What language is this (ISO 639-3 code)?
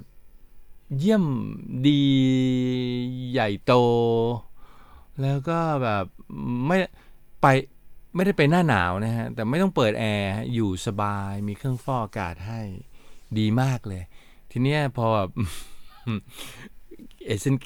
tha